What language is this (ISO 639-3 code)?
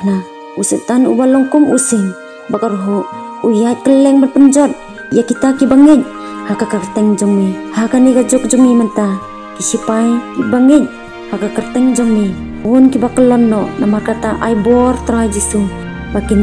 kha